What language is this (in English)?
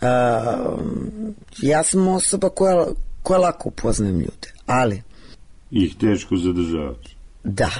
Serbian